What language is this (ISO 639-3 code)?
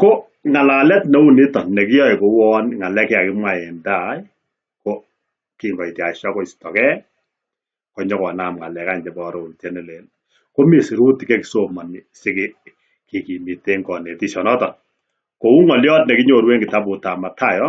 kln